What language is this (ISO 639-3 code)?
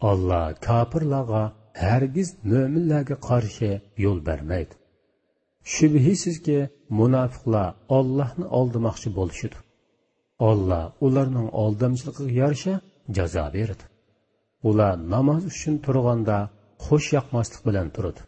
uig